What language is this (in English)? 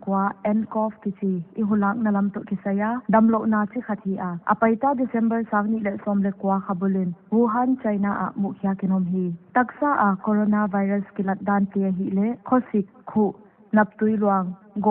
Paite Chin